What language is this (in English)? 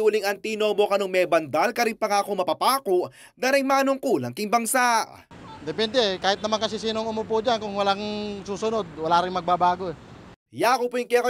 Pampanga